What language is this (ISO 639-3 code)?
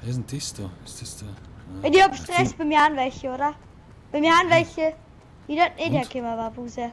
bar